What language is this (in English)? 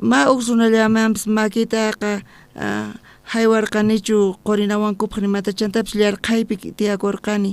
South Bolivian Quechua